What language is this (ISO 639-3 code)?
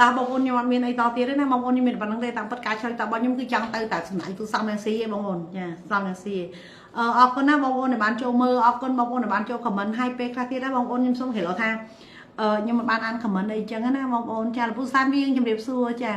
khm